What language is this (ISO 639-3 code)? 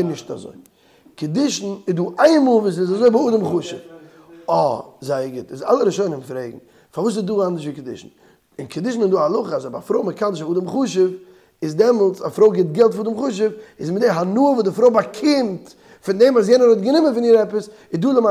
yid